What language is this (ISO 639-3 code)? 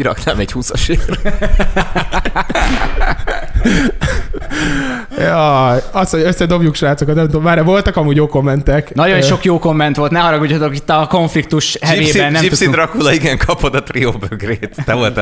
hun